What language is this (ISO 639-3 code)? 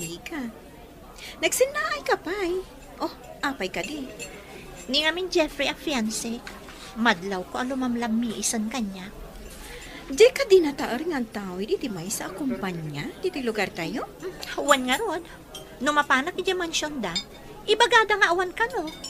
ilo